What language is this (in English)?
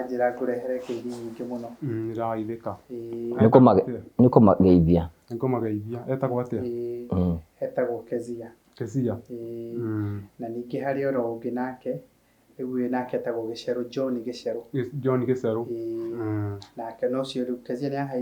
Kikuyu